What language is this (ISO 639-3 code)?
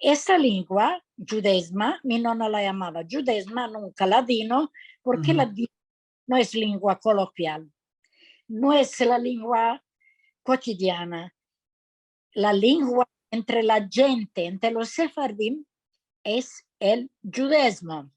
lad